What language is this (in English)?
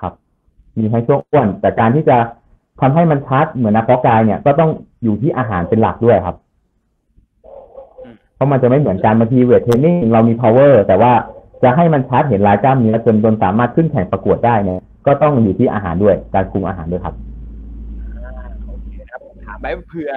Thai